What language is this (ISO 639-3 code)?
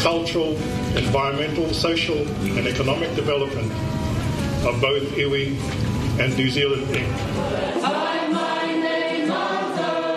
mri